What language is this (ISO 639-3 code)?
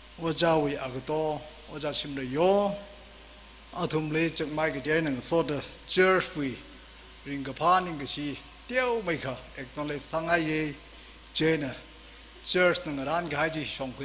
nmf